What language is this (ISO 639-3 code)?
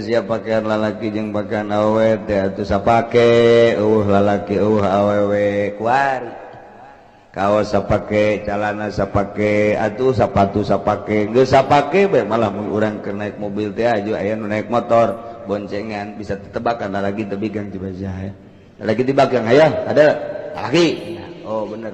sun